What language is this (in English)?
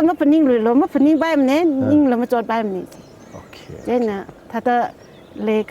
Tangkhul Naga (India)